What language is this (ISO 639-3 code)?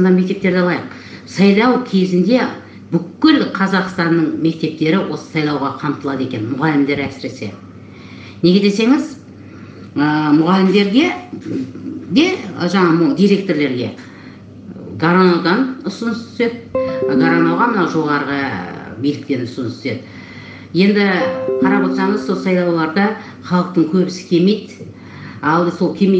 kaz